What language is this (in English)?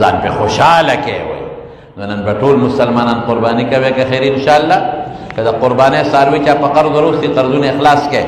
Pashto